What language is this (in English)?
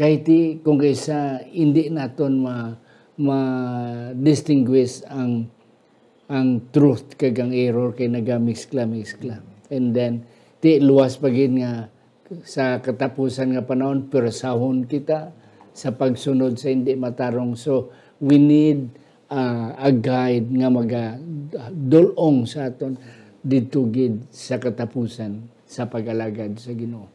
Hiligaynon